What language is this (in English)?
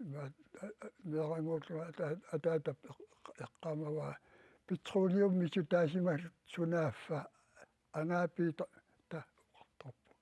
Kalaallisut